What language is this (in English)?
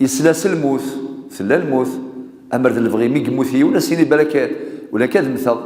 Kabyle